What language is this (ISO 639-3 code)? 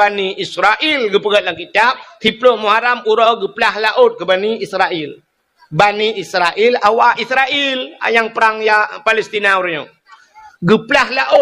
ace